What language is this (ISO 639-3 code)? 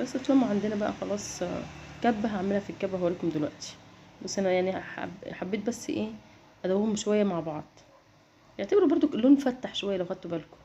arz